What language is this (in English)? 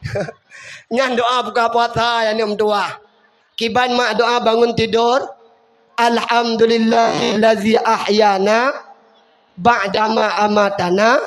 Achinese